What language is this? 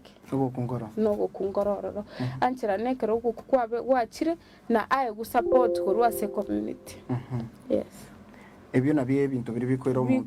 Gusii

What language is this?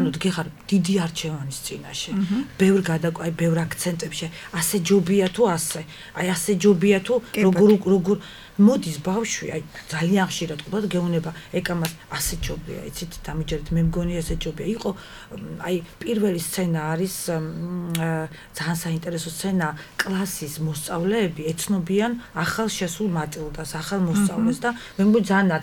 Georgian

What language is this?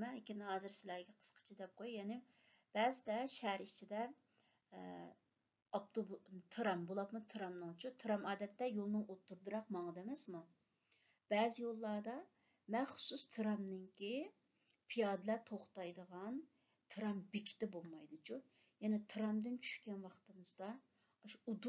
Uyghur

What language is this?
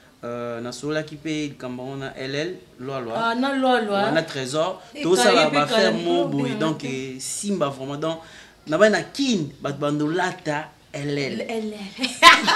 Lingala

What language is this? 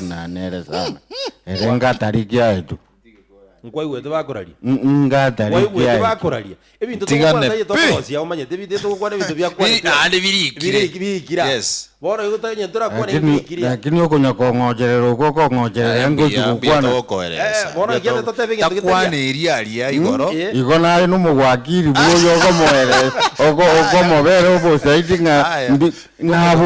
Gusii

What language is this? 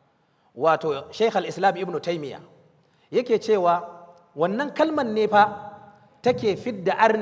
Hausa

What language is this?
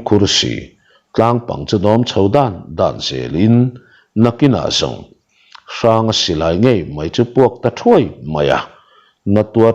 Mizo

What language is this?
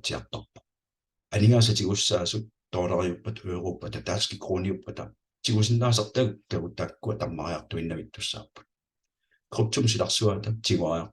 Kalaallisut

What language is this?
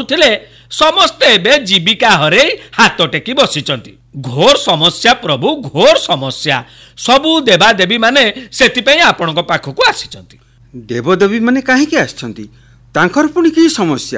Odia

